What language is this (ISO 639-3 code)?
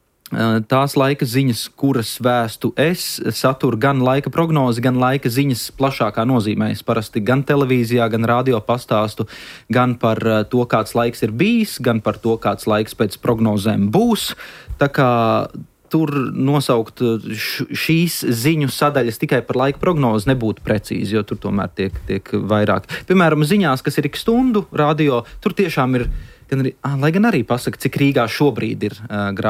lav